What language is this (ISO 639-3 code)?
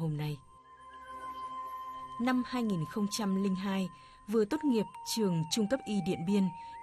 vie